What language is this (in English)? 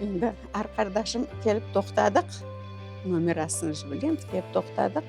Crimean Tatar